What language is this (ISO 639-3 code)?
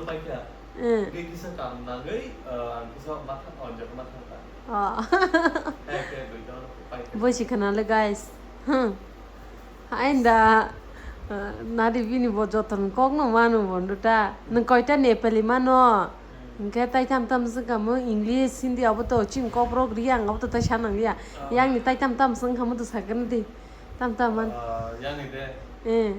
trp